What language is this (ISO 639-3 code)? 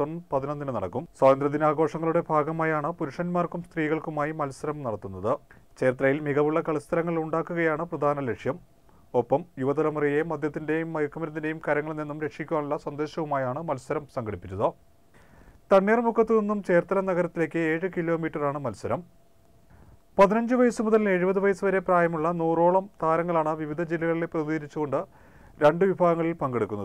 mal